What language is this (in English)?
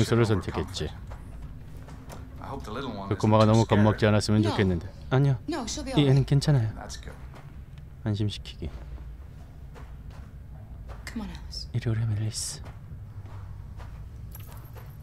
Korean